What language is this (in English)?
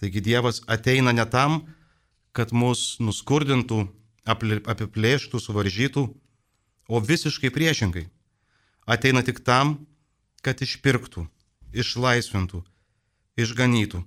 Lithuanian